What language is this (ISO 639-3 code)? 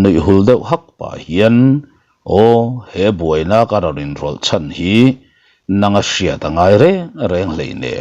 lus